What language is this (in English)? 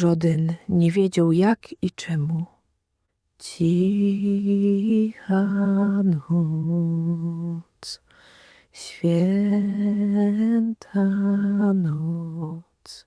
Silesian